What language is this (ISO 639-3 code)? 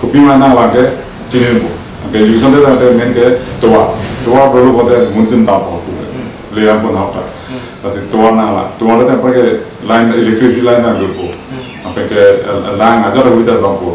mjw